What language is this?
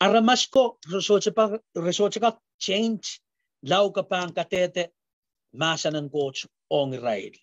Pohnpeian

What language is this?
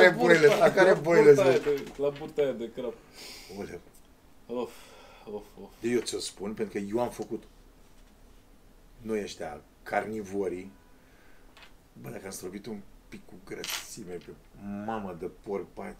Romanian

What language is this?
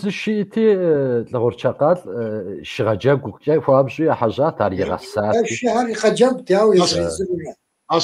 Kabardian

